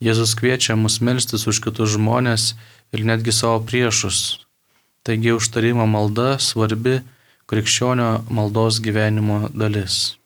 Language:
Lithuanian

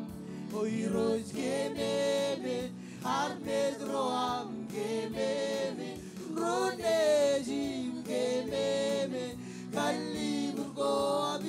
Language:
Marshallese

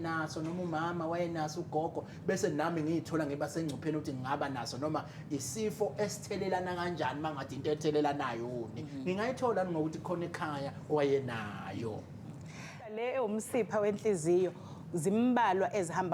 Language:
Zulu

